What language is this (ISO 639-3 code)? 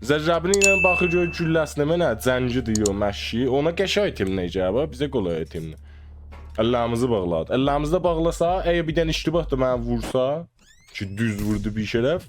azb